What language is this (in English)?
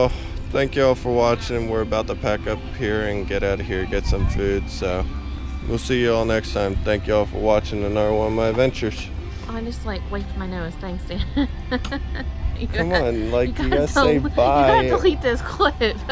English